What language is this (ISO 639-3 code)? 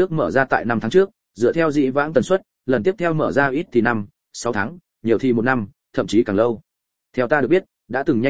vie